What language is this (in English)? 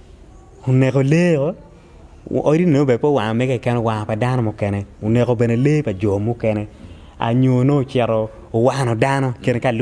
Acoli